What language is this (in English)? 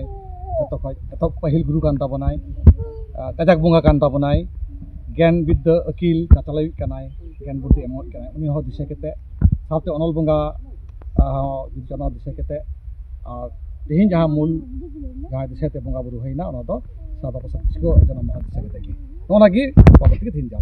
Santali